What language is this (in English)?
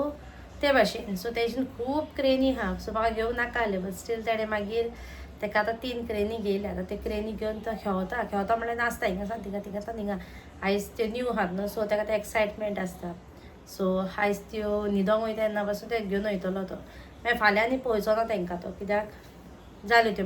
Konkani